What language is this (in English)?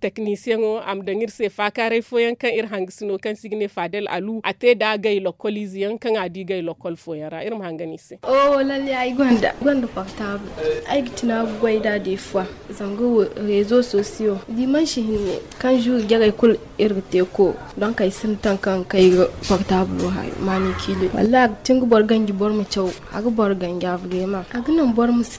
Zarma